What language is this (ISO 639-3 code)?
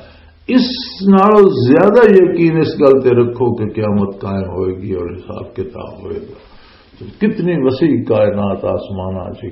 lah